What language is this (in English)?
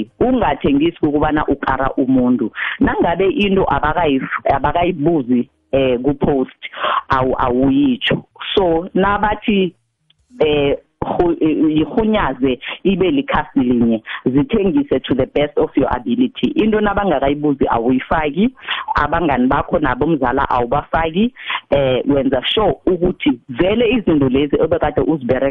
South Ndebele